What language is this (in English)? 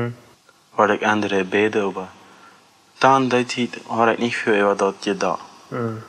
Plautdietsch